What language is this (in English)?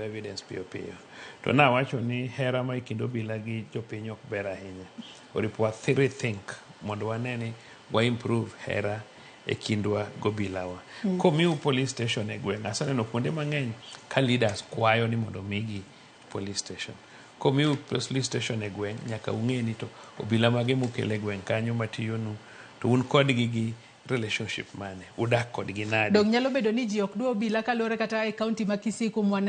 Luo (Kenya and Tanzania)